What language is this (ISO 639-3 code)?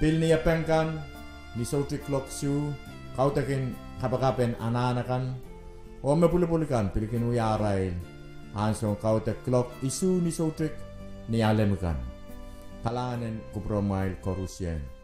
pon